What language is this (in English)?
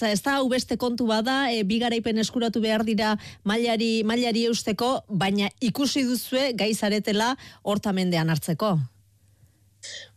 Basque